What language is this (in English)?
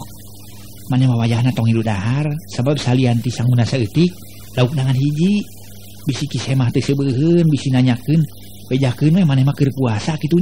Sundanese